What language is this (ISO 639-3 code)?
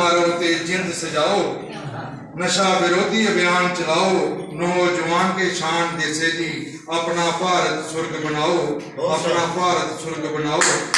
doi